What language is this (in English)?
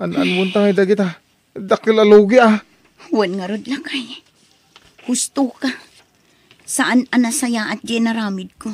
Iloko